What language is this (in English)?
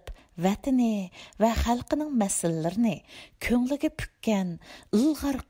Uyghur